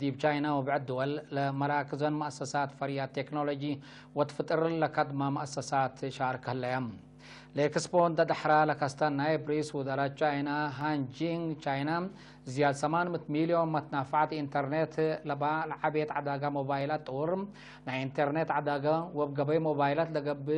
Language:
Tigre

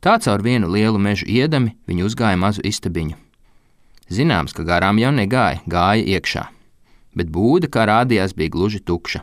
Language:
Latvian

